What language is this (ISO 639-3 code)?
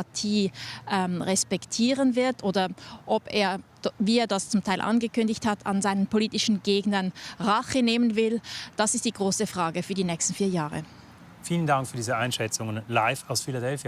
gsw